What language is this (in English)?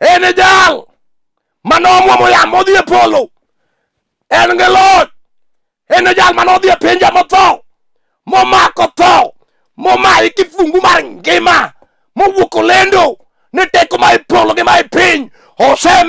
Luo (Kenya and Tanzania)